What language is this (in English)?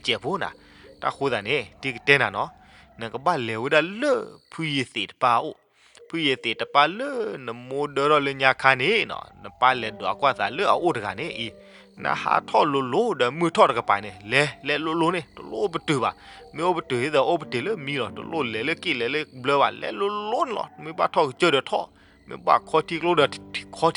S'gaw Karen